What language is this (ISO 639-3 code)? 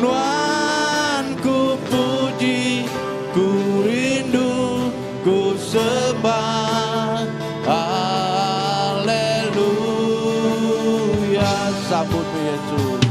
iba